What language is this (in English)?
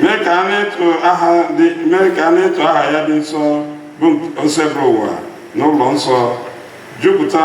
Igbo